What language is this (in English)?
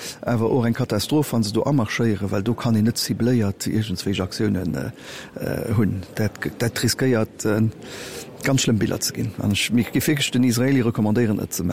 Luxembourgish